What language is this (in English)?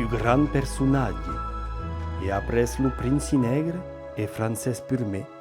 Occitan